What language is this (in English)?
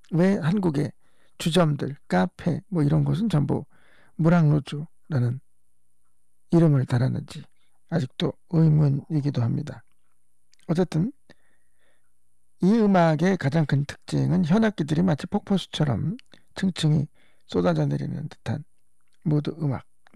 Korean